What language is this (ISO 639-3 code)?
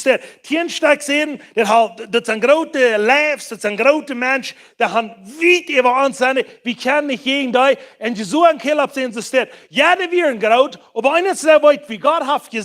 pdt